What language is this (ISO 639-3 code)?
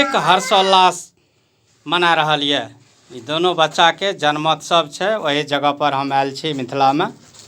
mai